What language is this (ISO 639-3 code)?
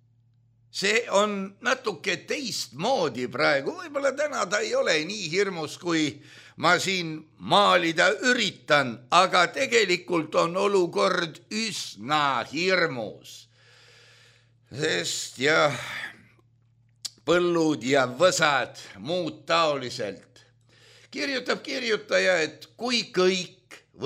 est